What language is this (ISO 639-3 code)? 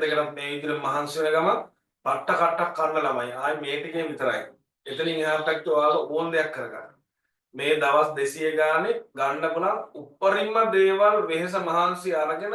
sin